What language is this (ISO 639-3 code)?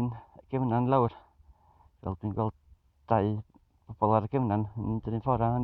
cym